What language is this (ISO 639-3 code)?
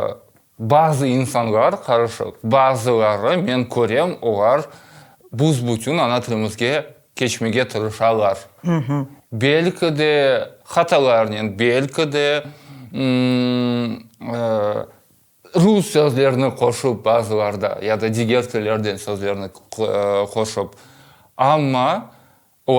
crh